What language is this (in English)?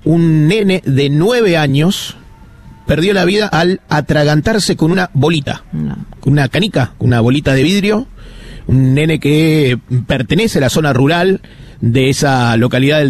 Spanish